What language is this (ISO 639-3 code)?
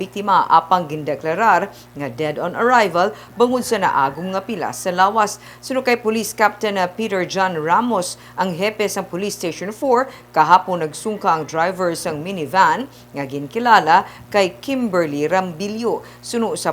hil